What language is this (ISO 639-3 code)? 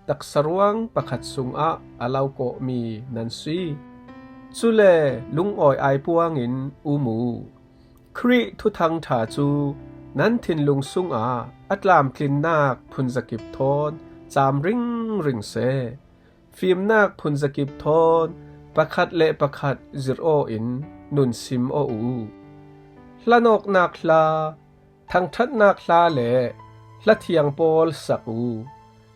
cfm